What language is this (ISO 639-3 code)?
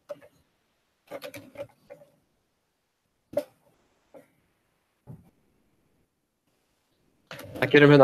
isl